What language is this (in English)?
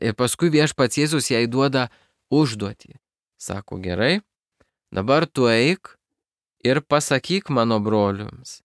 Lithuanian